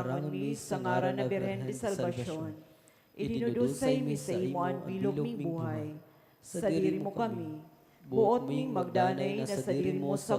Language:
Bikol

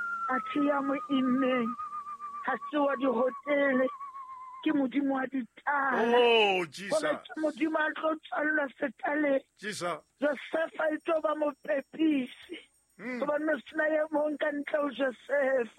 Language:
Southern Sotho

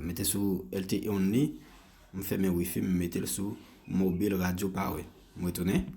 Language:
Haitian Creole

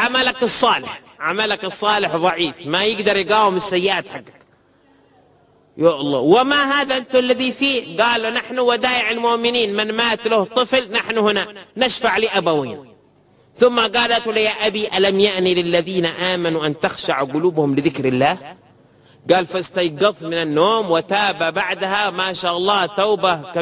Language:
Arabic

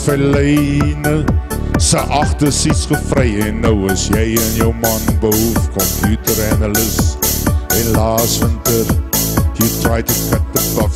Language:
Afrikaans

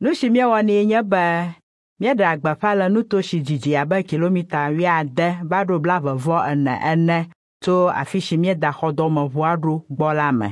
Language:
Ewe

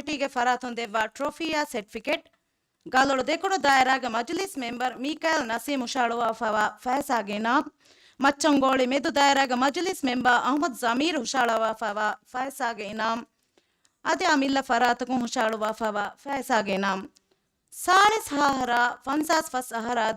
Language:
Divehi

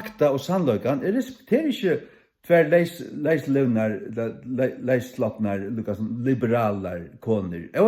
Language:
Faroese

